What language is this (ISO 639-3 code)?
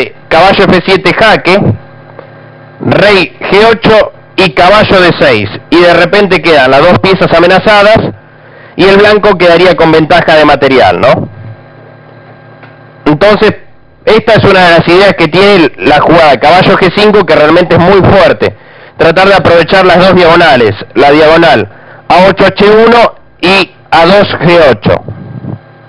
spa